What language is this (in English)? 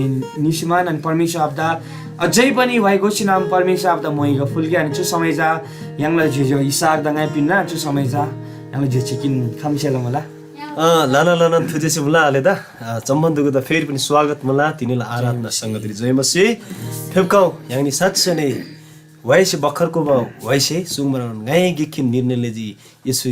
Eastern Tamang